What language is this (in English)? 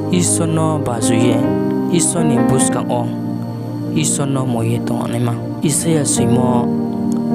Riang (India)